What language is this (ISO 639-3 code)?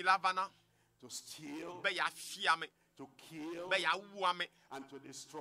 ewe